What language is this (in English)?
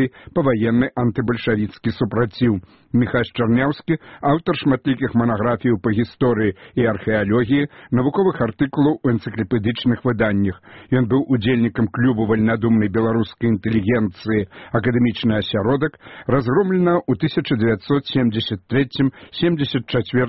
Belarusian